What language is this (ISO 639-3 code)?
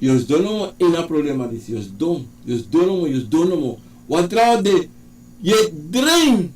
srn